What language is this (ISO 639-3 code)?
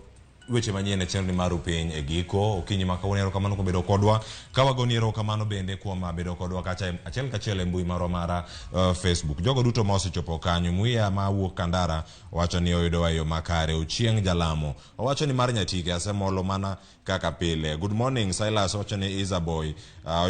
luo